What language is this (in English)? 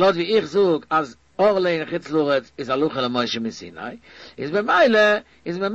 Yiddish